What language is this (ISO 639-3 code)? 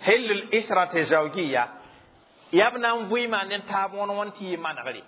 mos